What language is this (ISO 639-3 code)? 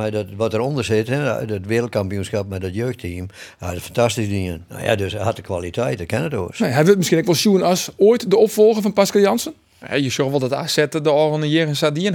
fry